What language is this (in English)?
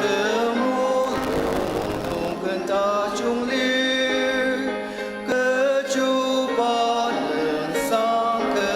Ao Naga